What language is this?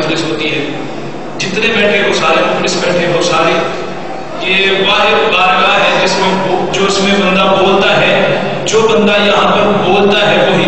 Urdu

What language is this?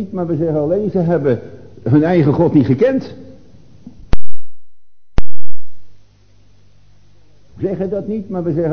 Dutch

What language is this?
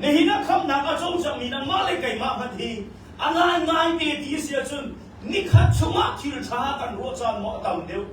Hakha Chin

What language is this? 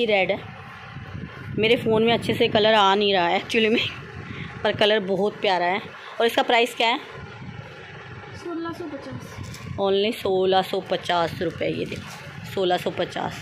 Hindi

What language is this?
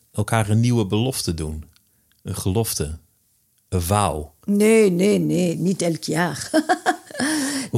Dutch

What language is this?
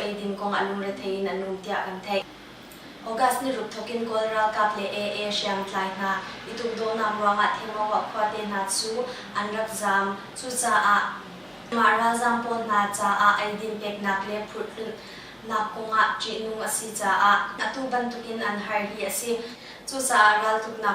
Hakha Chin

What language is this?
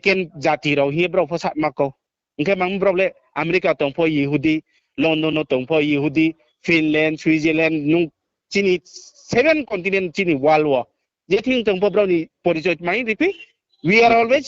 Riang (India)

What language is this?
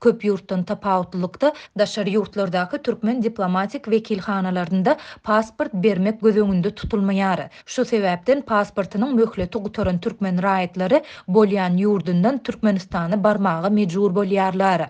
Turkmen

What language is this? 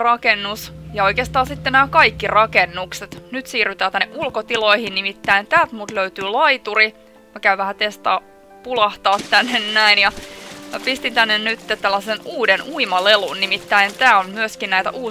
Finnish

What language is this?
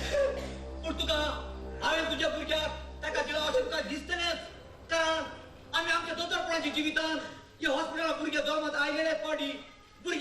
Konkani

